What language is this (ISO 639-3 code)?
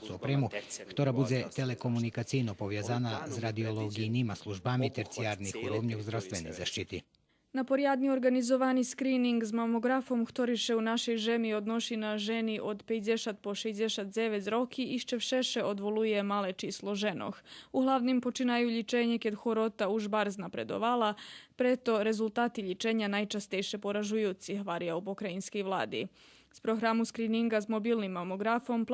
rue